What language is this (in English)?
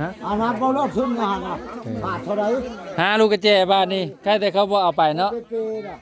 Northeastern Thai